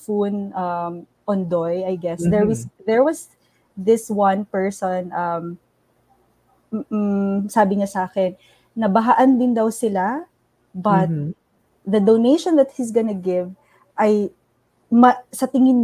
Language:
Filipino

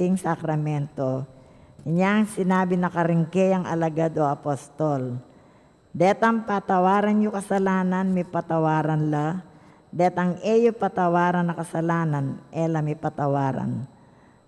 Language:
Pampanga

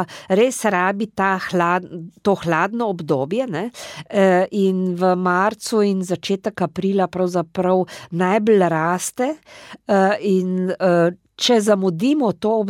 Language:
Slovenian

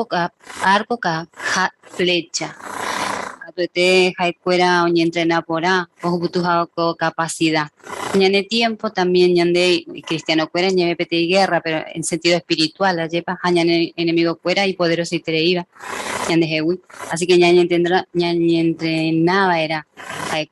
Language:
Guarani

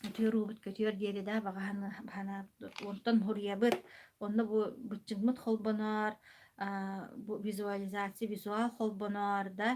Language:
Yakut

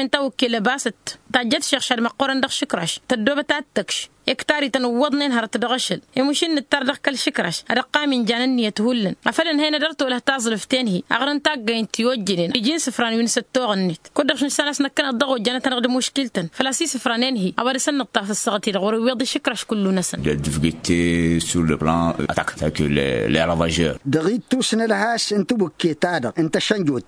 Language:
Tamasheq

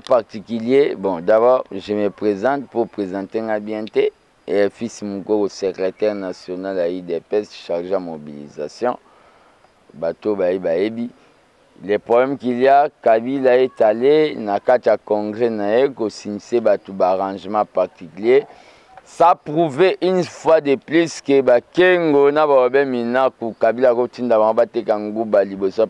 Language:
Lingala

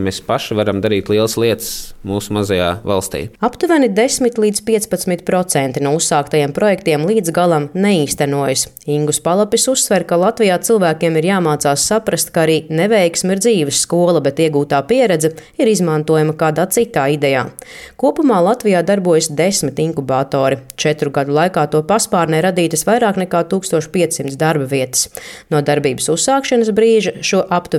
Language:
Latvian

